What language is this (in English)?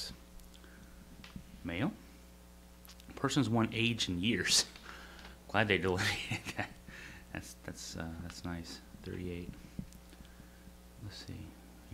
English